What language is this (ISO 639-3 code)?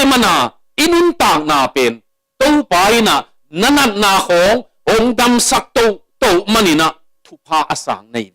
ctd